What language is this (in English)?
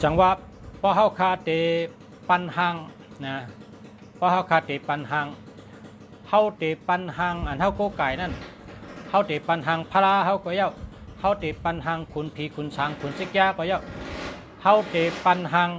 Shan